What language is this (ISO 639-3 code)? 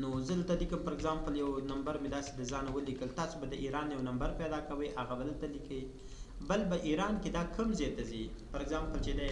pus